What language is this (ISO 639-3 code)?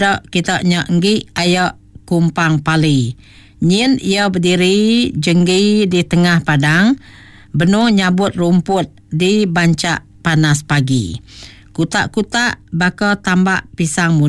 iba